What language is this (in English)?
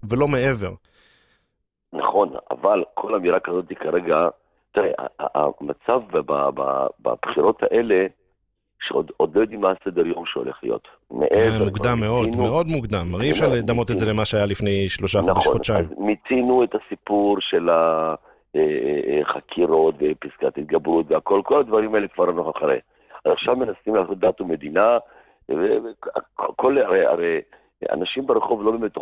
Hebrew